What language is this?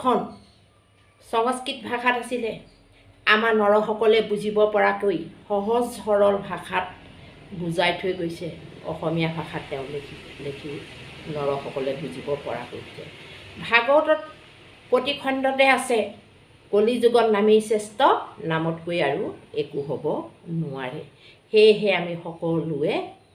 Assamese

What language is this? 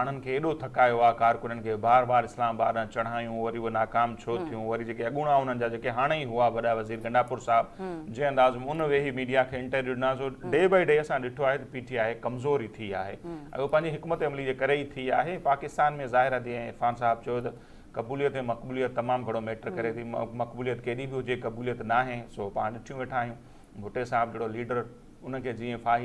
Sindhi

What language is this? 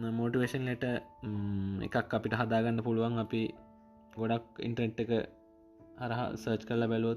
Sinhala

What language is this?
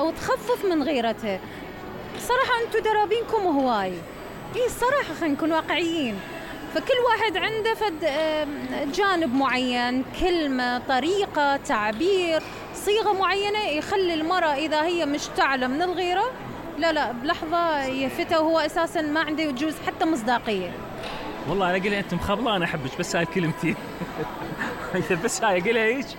Mesopotamian Arabic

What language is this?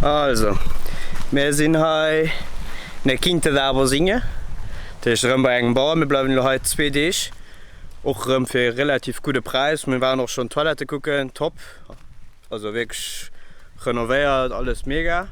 Luxembourgish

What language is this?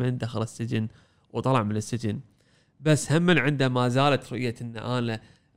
Gulf Arabic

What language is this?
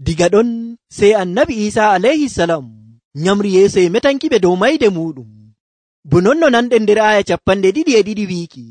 Nigerian Fulfulde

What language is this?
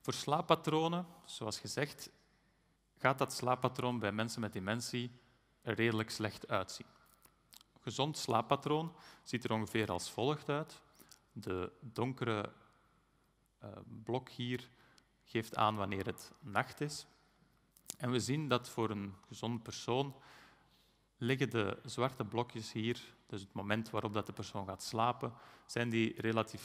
Dutch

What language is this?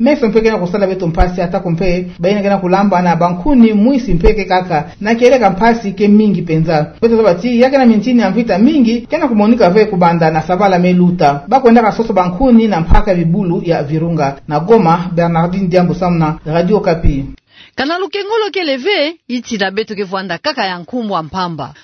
Kituba (Democratic Republic of Congo)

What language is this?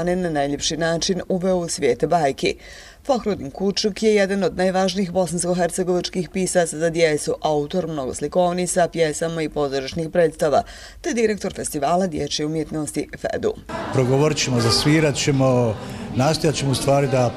Bosnian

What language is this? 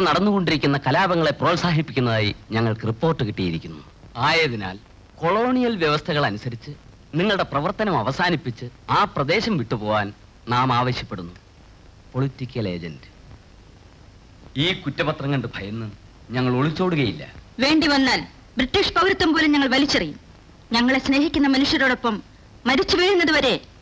Malayalam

